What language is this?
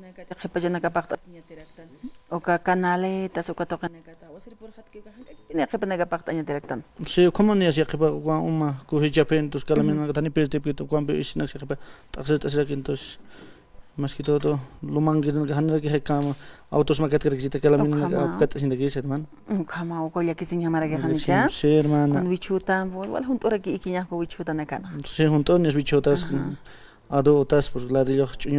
Aymara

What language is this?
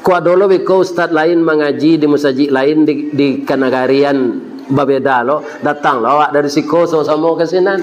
Minangkabau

